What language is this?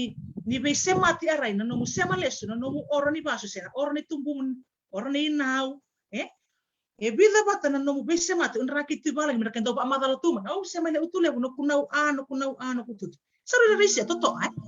Fijian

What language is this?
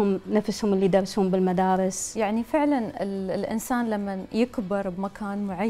Mesopotamian Arabic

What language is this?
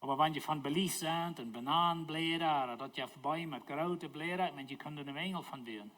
Plautdietsch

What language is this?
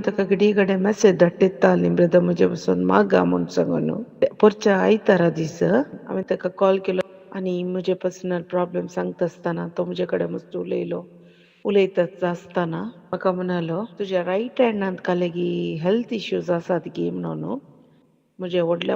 Konkani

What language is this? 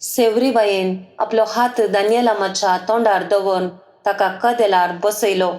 Konkani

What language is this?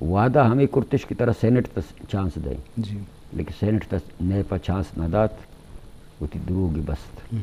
Eastern Balochi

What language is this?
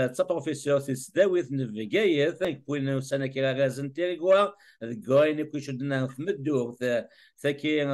Kabyle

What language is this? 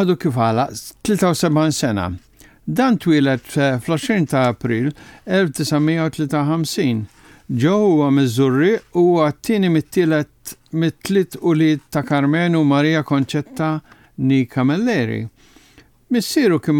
Maltese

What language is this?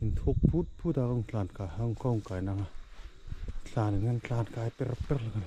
Hmar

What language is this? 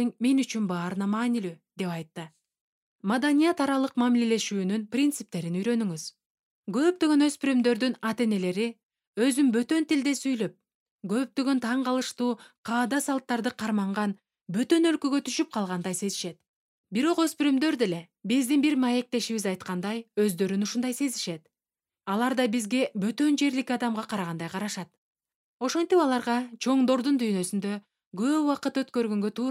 Kyrgyz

